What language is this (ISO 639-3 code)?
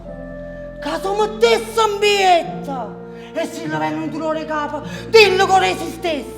nap